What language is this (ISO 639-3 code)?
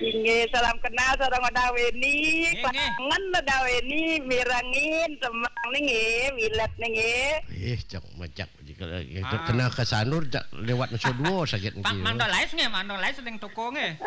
ban